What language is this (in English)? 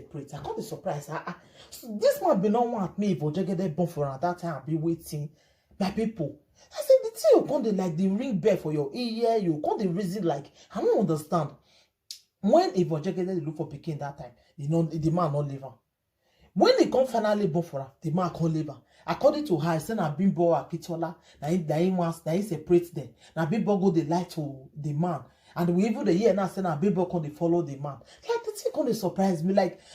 Nigerian Pidgin